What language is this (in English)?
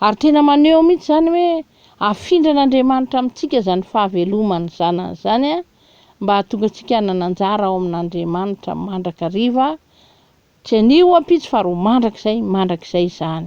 Malagasy